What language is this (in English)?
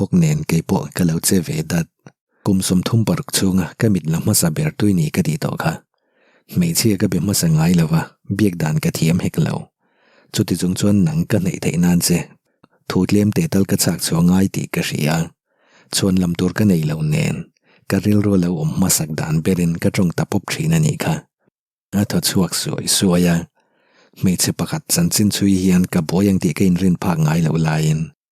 Mizo